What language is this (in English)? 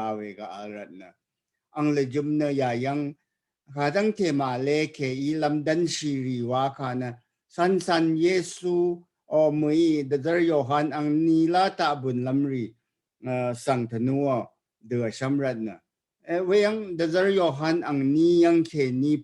Rawang